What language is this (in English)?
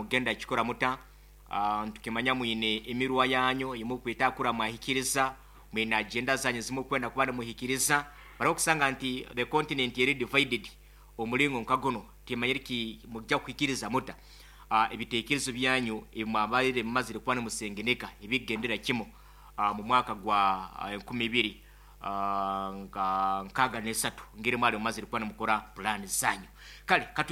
Nyoro